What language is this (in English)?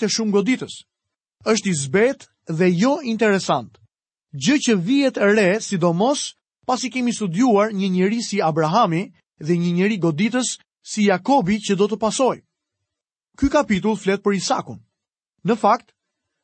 Albanian